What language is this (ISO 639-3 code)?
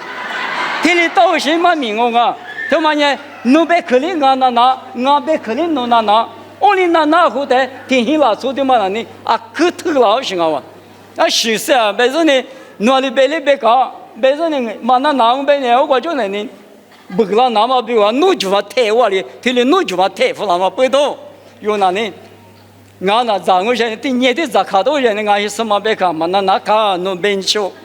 lis